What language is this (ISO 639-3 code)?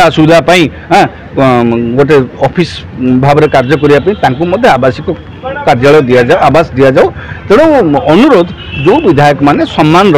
ori